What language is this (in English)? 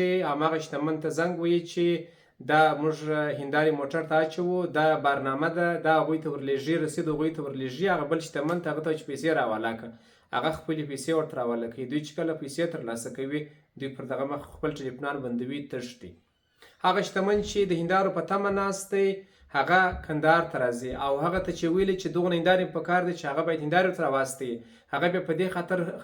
Pashto